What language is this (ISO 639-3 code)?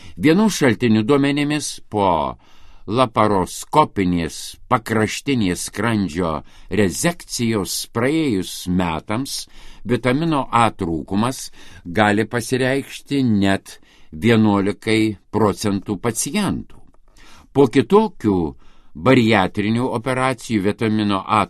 lit